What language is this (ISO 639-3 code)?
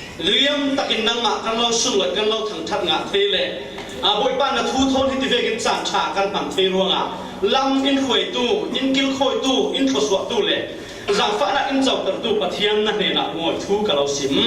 cfm